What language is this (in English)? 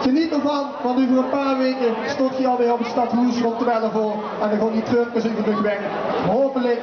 Limburgish